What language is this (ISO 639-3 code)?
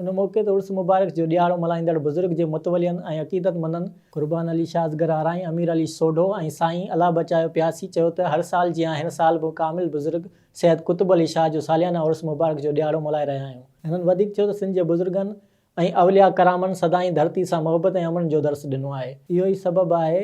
snd